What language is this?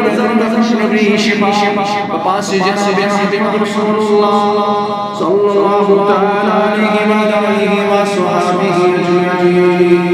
Kashmiri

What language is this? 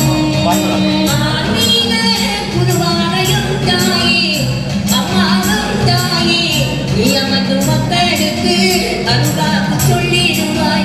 Tamil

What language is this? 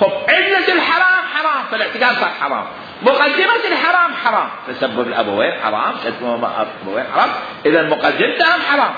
Mesopotamian Arabic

